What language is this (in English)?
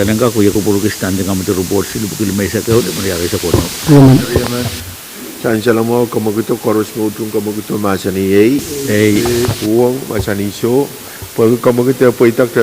Pohnpeian